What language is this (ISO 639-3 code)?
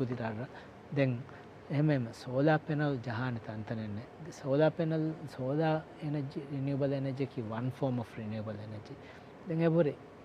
div